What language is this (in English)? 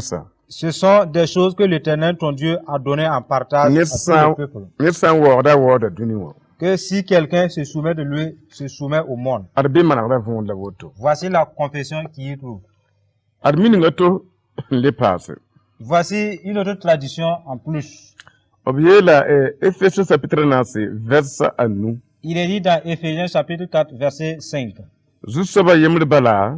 Mossi